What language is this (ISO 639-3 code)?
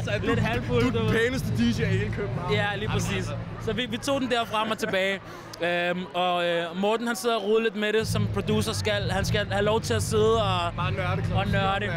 dan